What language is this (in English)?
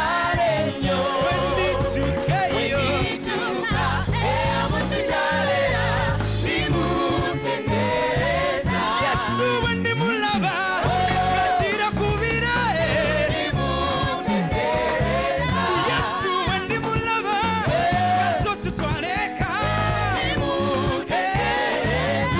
Ganda